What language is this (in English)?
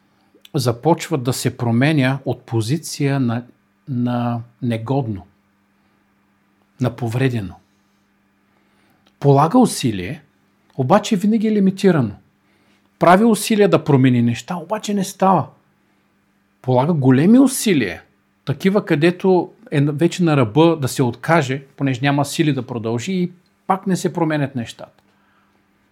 Bulgarian